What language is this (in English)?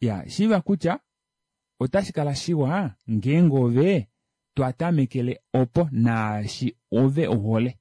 Kuanyama